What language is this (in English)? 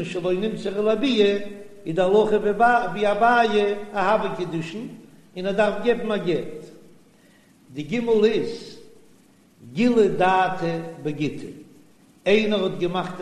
Yiddish